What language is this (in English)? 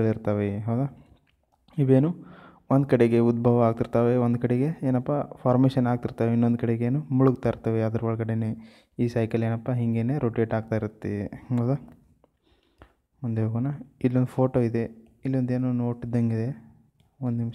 Kannada